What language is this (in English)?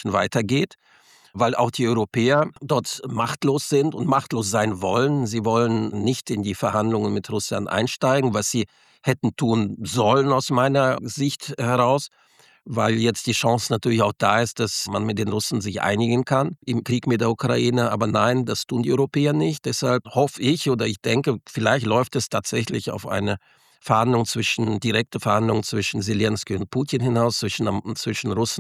German